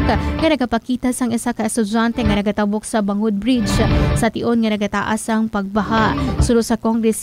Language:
Hiligaynon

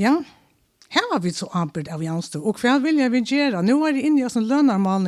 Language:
Faroese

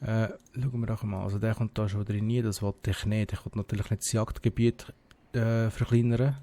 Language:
Swiss German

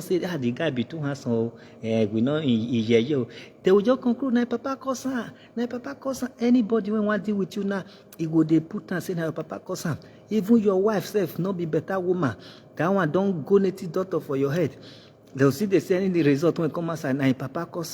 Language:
Nigerian Pidgin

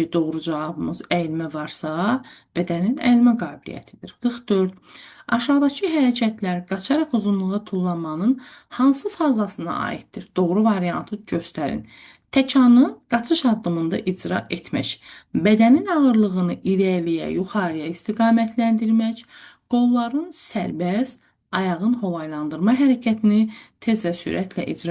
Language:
Azerbaijani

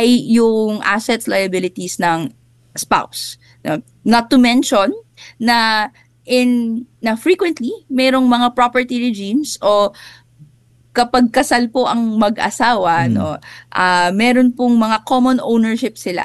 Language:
Filipino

